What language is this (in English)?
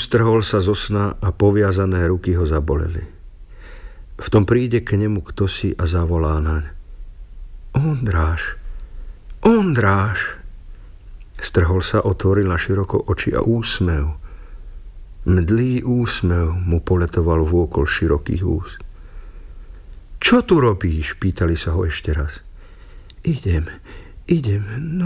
Slovak